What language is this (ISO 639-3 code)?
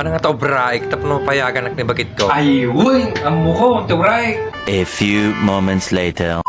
ilo